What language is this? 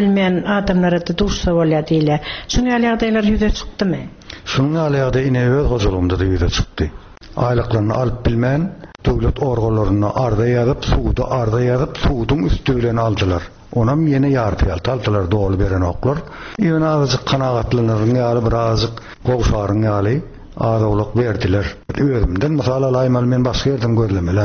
Turkmen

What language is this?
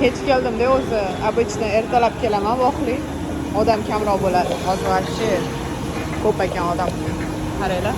Uzbek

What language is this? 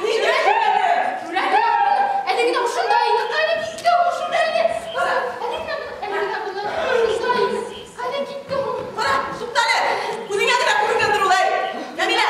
Bashkir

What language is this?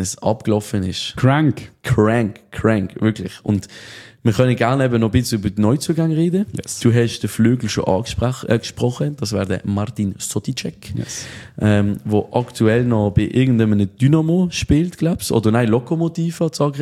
German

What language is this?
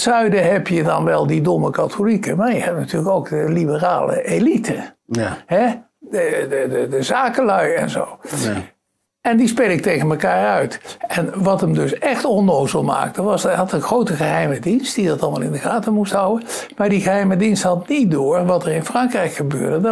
Dutch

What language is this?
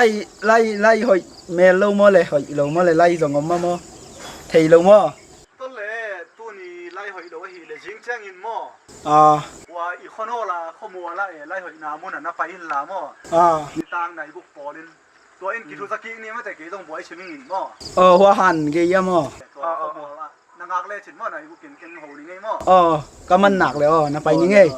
Tedim Chin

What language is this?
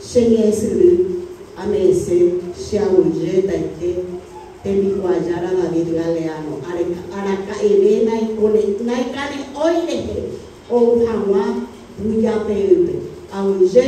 Guarani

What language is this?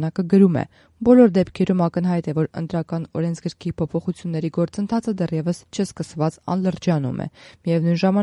Armenian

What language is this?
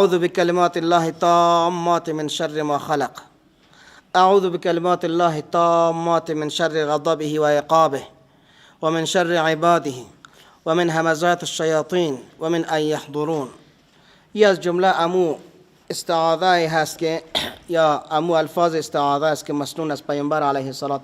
Persian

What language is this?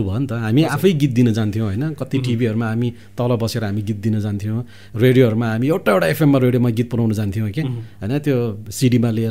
Nepali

